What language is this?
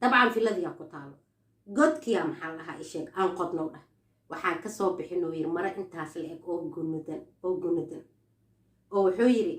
Somali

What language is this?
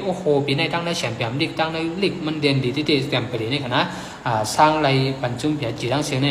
Shan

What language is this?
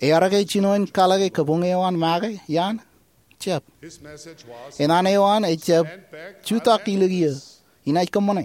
Marshallese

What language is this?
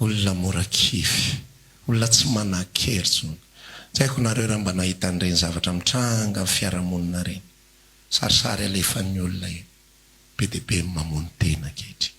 Malagasy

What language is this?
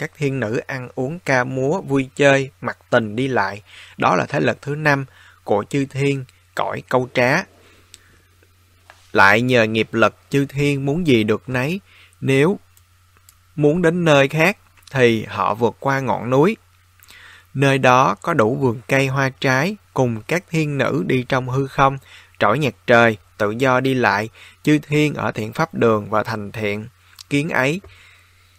Vietnamese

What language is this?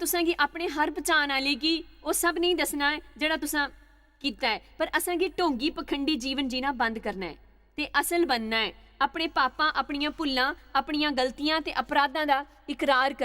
Dogri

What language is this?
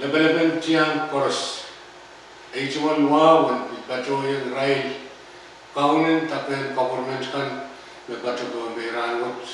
Pohnpeian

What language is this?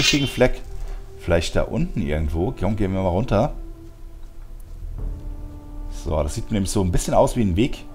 German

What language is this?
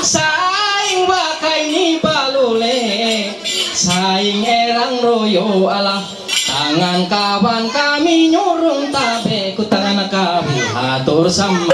Ma'anyan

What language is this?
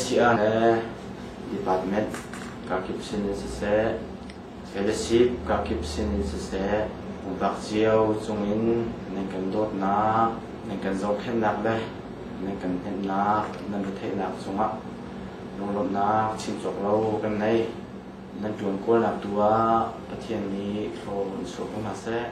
Hakha Chin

